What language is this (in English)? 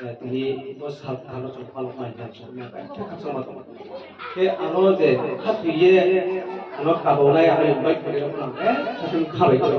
Riang (India)